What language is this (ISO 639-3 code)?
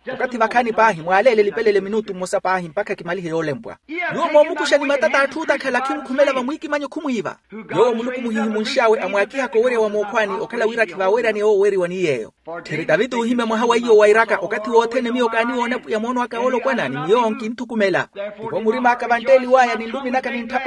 vmw